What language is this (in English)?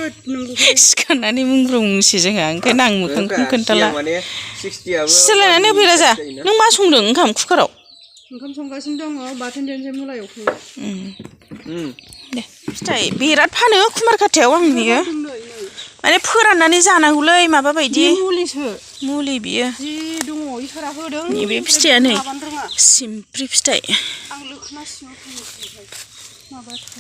Bodo